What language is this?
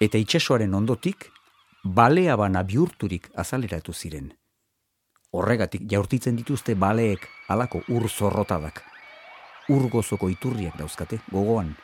Basque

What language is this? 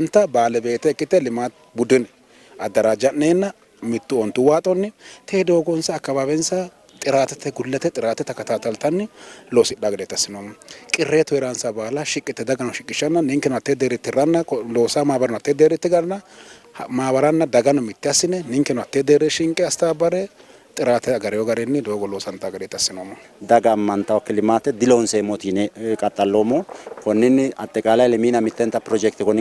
Sidamo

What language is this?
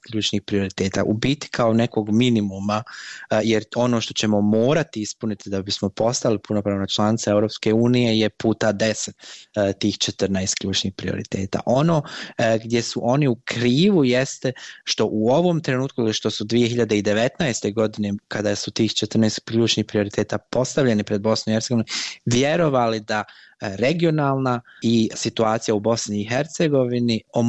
Bosnian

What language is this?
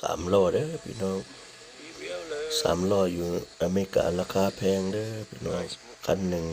Lao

